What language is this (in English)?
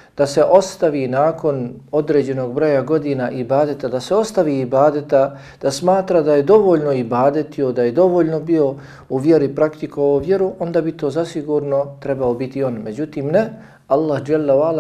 Bosnian